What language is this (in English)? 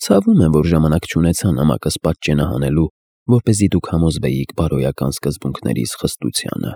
Armenian